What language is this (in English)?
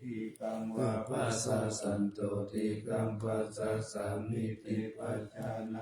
Pali